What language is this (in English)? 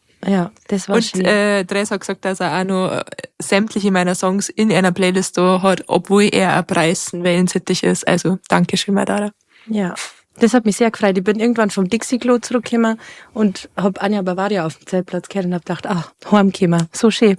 Bavarian